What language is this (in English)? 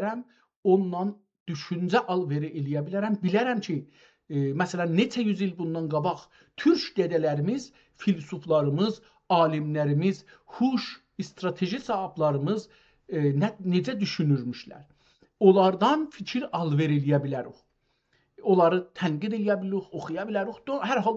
South Azerbaijani